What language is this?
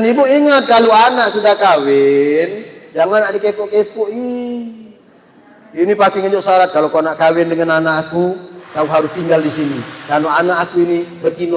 Musi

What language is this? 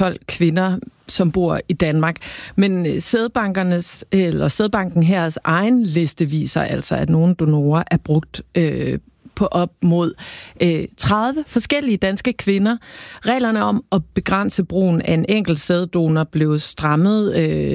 Danish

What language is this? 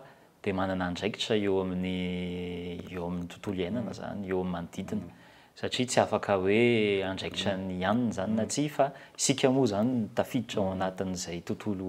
Malagasy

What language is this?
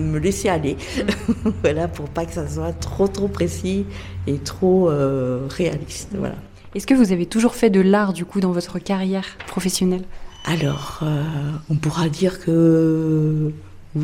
French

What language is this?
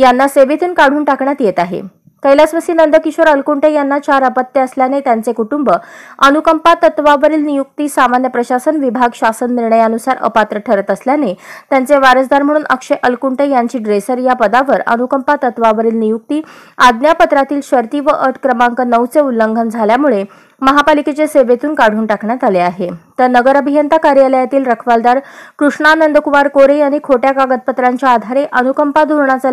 Marathi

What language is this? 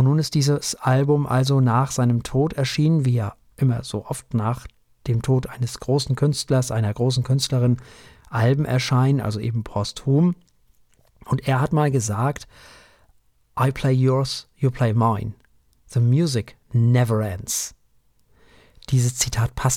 German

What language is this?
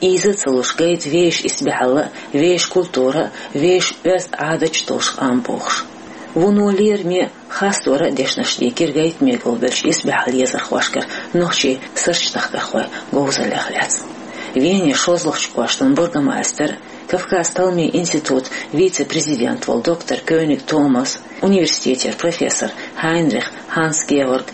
Chechen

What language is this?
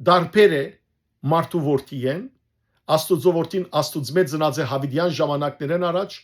Western Armenian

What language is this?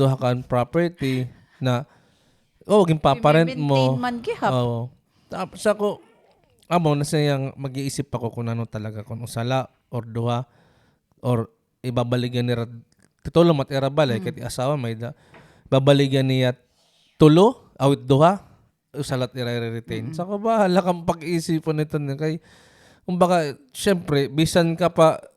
Waray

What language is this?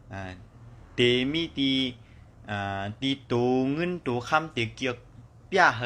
Shan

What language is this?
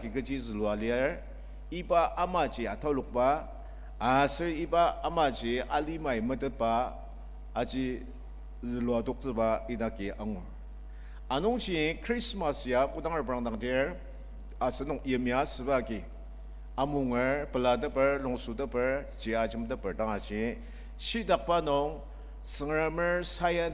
Ao Naga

